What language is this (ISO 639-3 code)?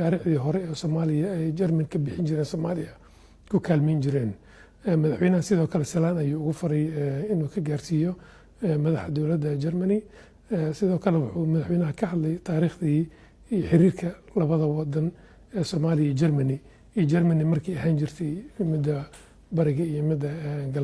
som